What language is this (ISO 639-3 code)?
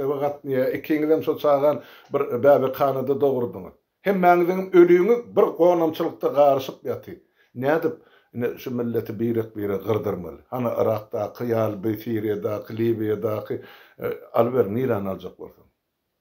tuk